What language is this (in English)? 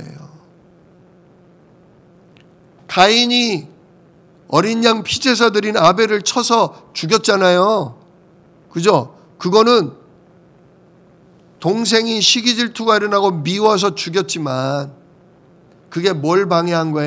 Korean